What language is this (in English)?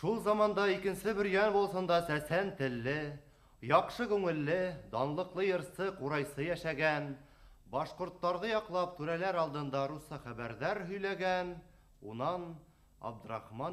Bashkir